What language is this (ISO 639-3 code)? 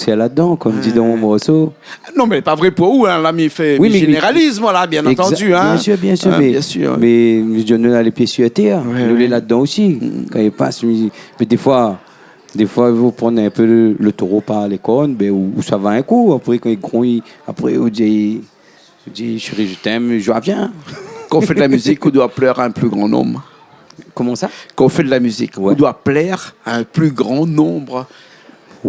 rcf